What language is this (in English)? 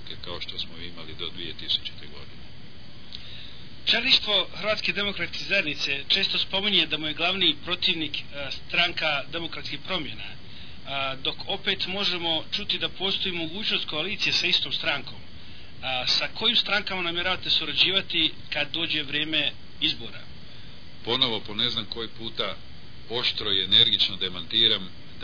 Croatian